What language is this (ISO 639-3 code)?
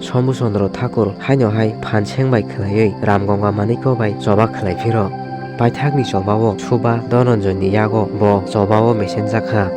trp